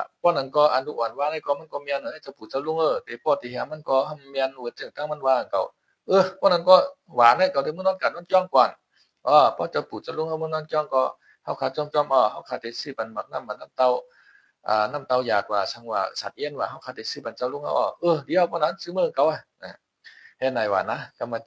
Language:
Shan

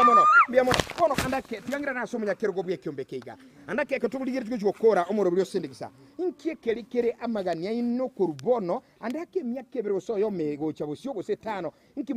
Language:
Gusii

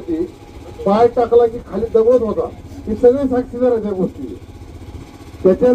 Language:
Marathi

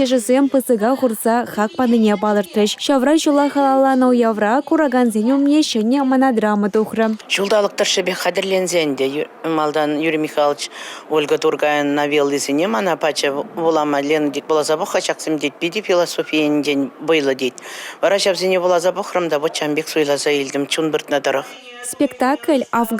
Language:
Chuvash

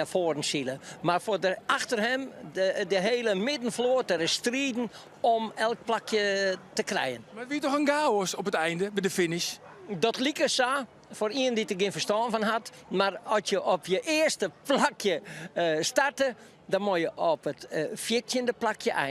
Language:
Western Frisian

